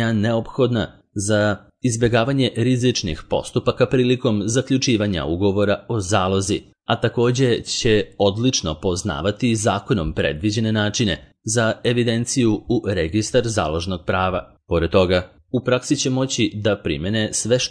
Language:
Serbian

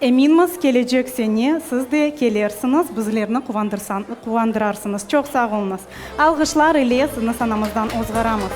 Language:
Crimean Tatar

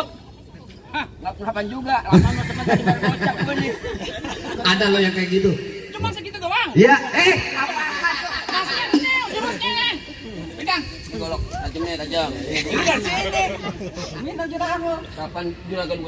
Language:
Betawi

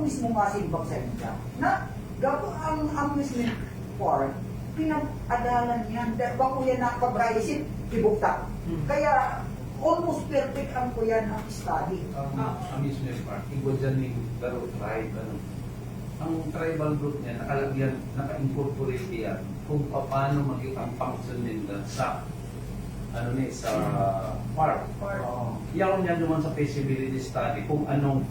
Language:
Bikol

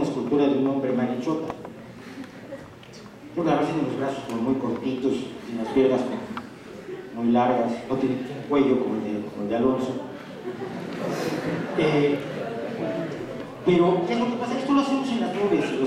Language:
Spanish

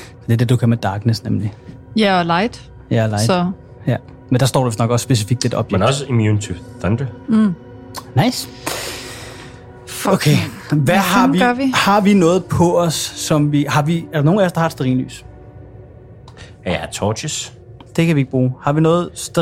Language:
Danish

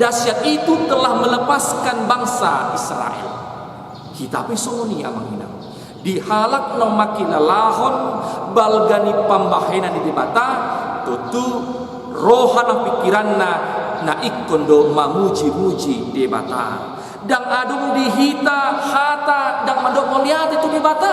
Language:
Batak Toba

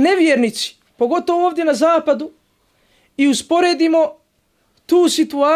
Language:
Bosnian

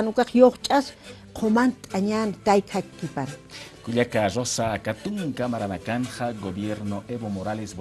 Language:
Aymara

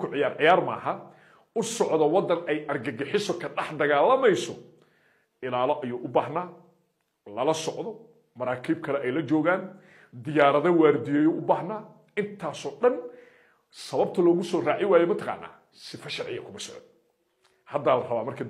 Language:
Somali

